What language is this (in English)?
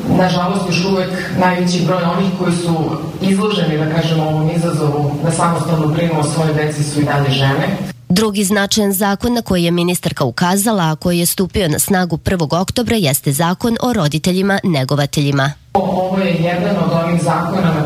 Serbian